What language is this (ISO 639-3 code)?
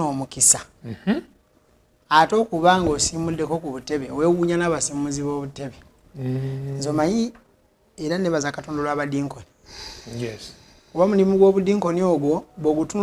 lug